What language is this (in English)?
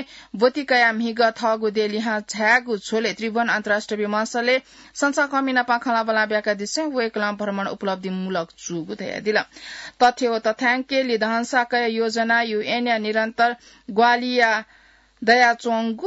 Newari